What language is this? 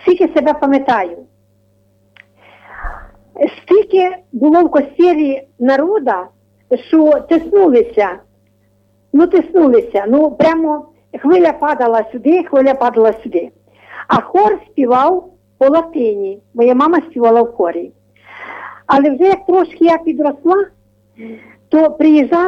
Ukrainian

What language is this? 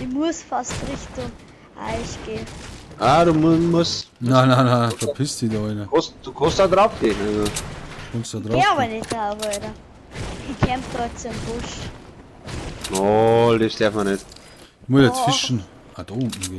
Bavarian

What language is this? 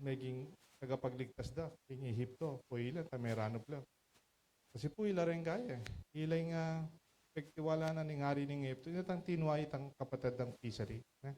Pampanga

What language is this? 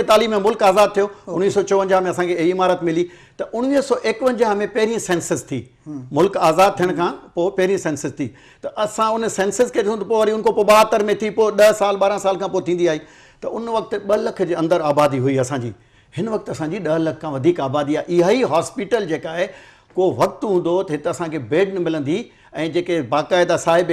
Sindhi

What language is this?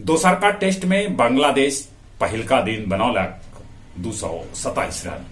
Magahi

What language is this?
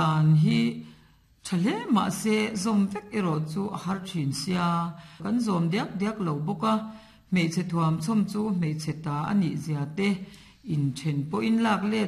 Mizo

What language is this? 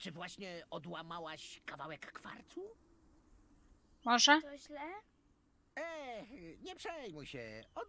Polish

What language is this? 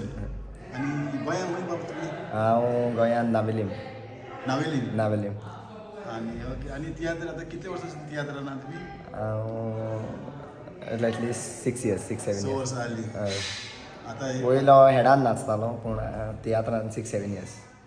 Konkani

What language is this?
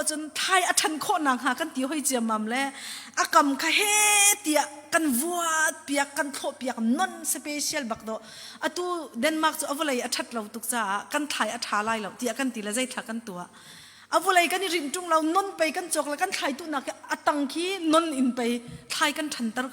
Hakha Chin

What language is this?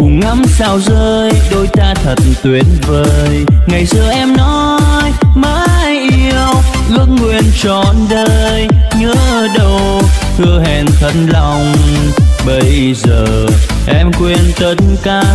Vietnamese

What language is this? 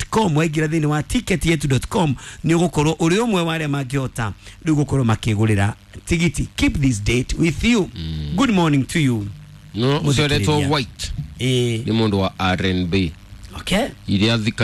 Kikuyu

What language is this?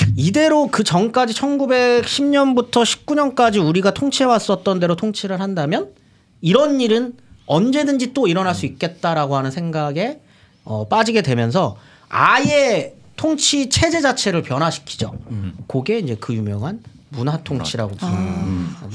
Korean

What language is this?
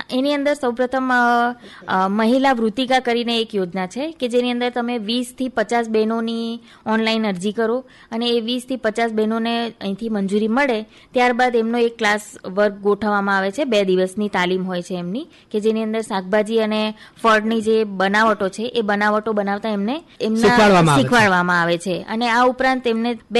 Gujarati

